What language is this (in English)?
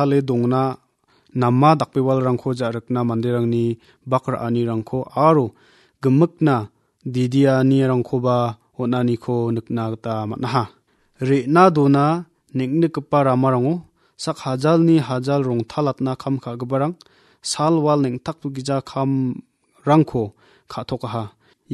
Garo